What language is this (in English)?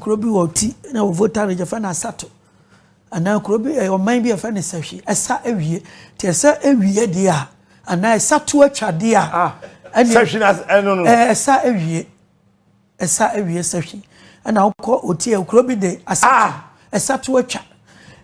Akan